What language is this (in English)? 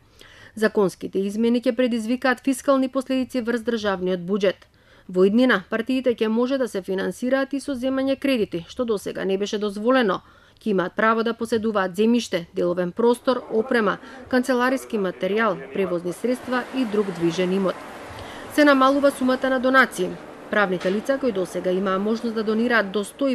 Macedonian